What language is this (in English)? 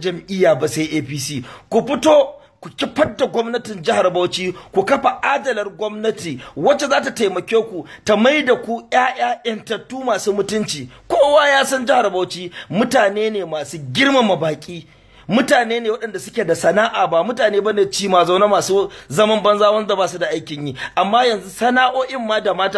Hausa